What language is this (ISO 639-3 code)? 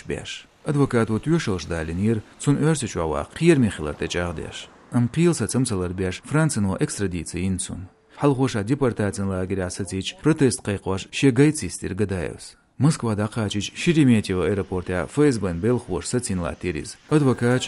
che